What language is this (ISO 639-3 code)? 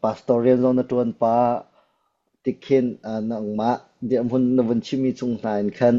cnh